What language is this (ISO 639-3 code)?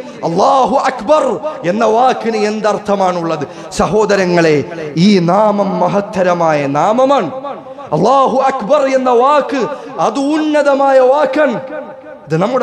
mal